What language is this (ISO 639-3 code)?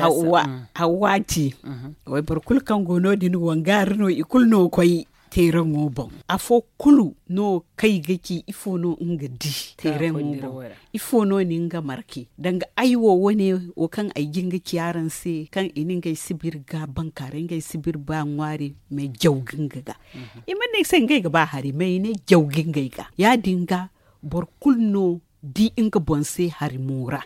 dje